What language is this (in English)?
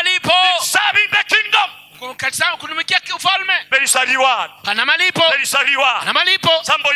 Swahili